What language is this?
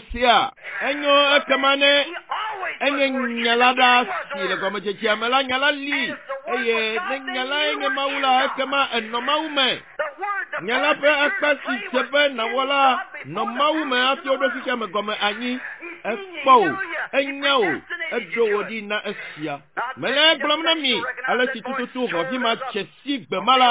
Ewe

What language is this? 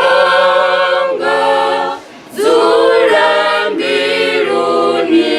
Venda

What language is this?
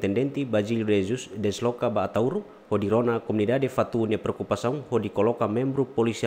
Tetum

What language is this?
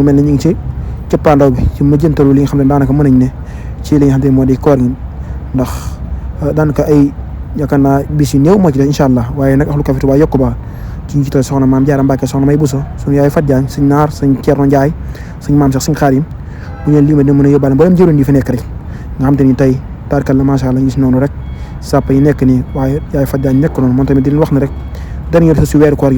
Wolof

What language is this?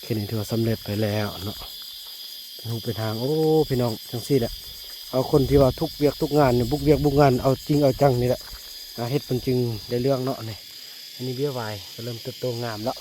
Northeastern Thai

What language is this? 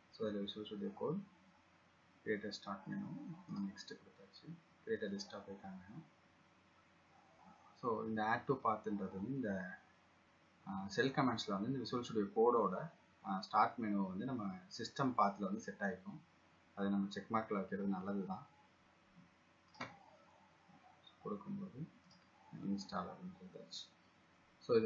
Tamil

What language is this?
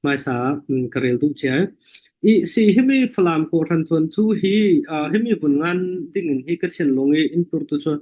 Falam Chin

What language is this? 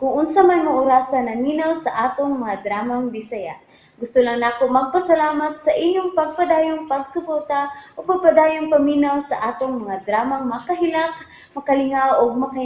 Cebuano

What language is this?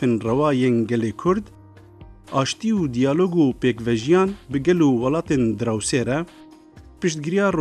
Kurdish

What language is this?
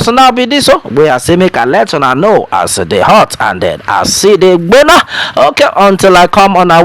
Nigerian Pidgin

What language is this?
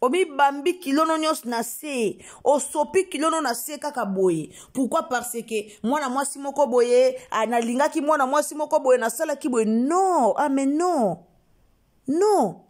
Lingala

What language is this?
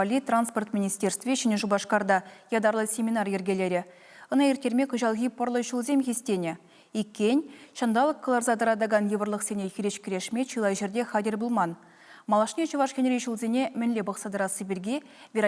Chuvash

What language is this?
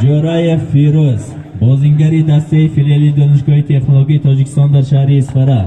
Tajik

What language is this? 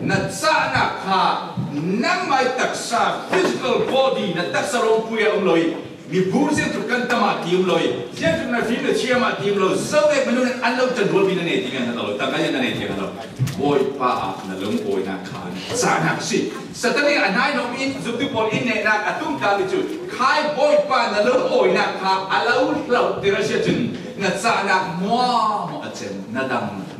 Falam Chin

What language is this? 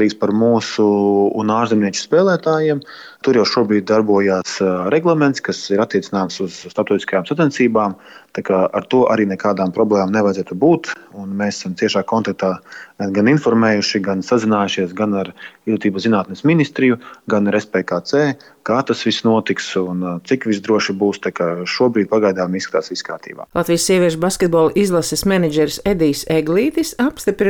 Latvian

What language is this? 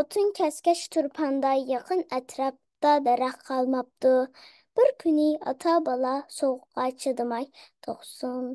Uyghur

